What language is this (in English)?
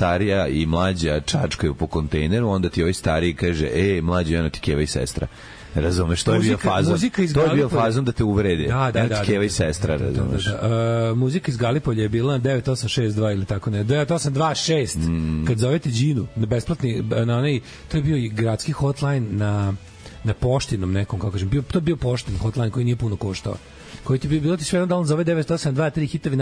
Serbian